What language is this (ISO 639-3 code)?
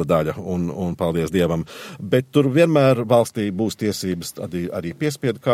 lav